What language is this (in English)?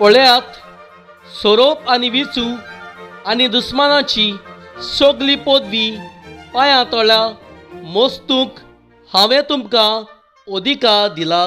Konkani